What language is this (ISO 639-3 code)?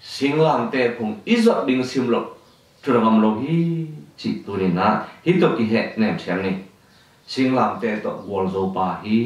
ctd